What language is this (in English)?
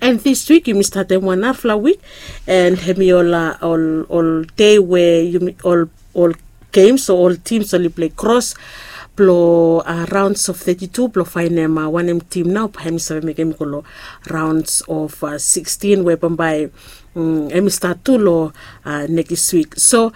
Bislama